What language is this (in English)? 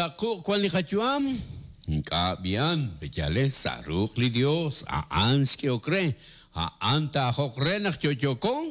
Kekchí